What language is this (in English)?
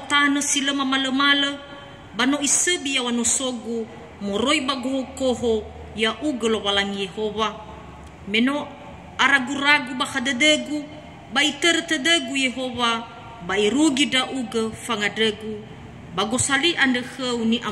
Nias